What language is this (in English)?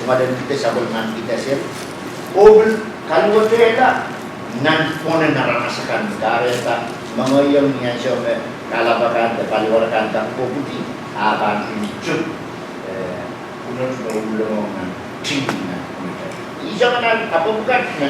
Pohnpeian